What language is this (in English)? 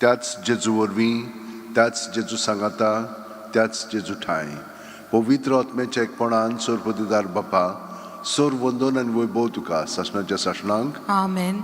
Konkani